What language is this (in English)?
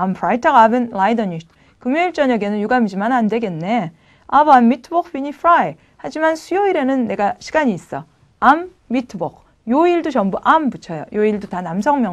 Korean